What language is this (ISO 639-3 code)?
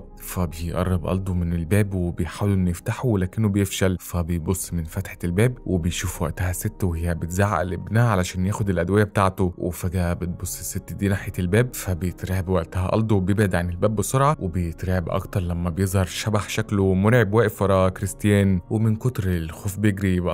arz